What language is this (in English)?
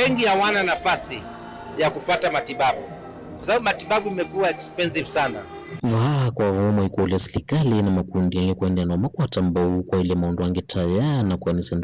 Kamba